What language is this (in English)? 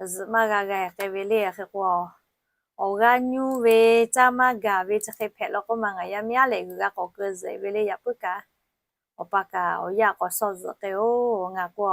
Lahu